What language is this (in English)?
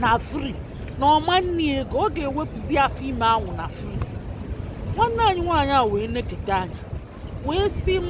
Igbo